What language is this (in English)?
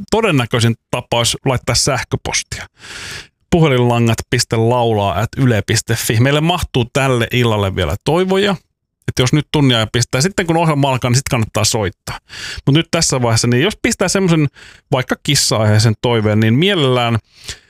Finnish